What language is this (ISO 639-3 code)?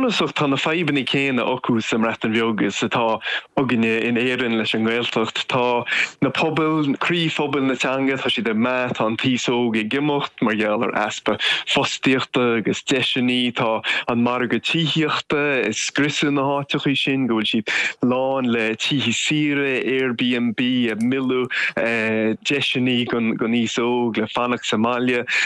gle